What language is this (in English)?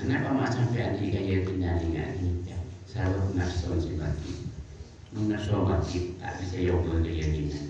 Madurese